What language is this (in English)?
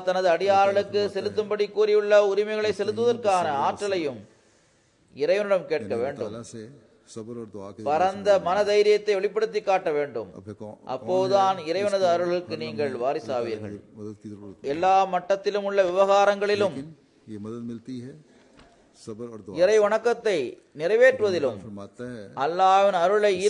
Tamil